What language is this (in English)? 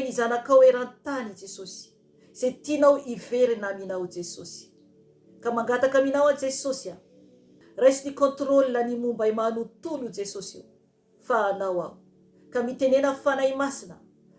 Malagasy